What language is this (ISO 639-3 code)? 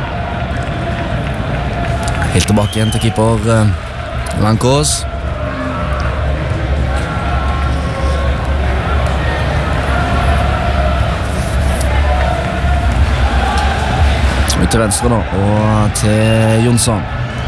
nor